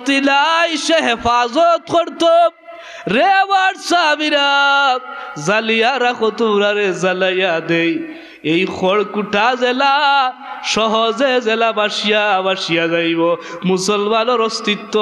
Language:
Sylheti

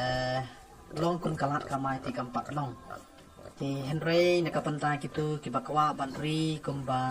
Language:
Khasi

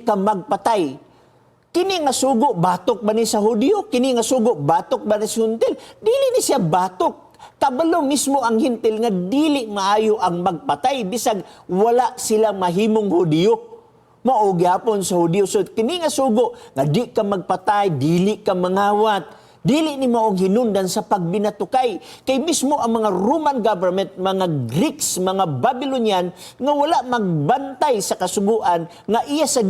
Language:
Cebuano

